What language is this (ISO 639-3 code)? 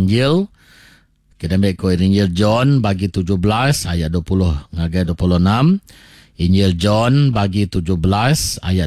iba